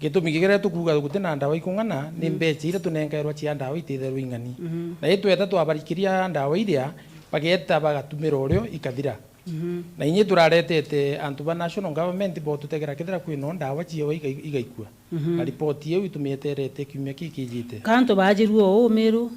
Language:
Meru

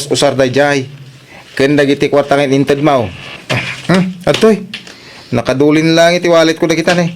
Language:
Iloko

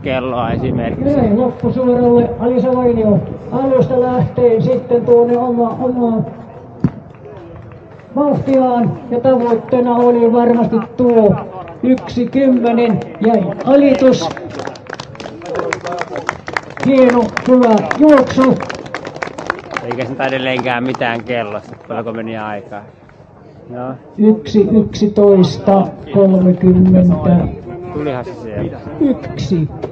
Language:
Finnish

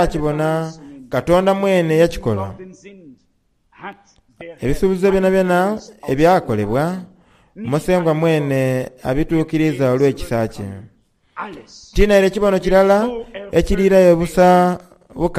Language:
Soga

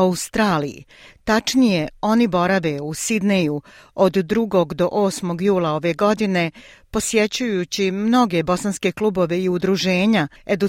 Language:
Bosnian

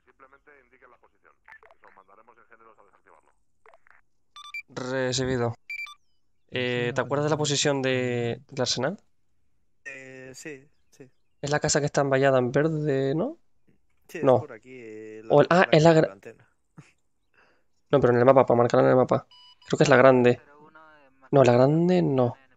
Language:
Spanish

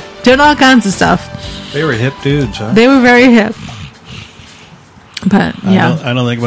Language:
English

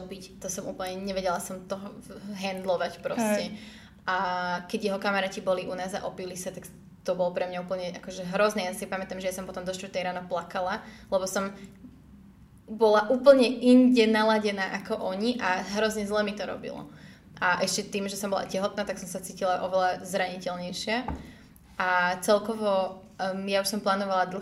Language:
Slovak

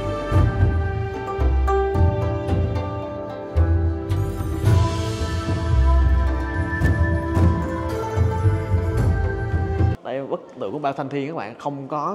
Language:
Vietnamese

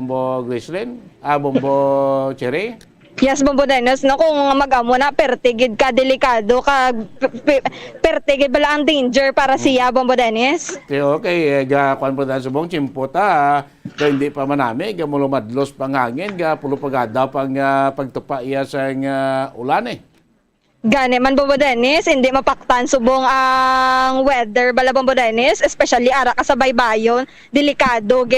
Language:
Hiligaynon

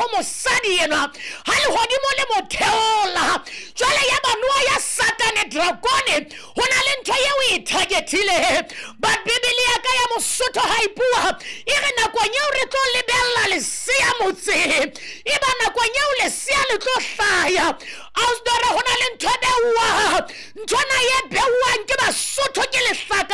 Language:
Southern Sotho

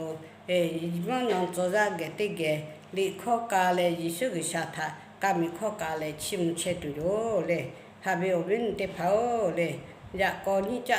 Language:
Lahu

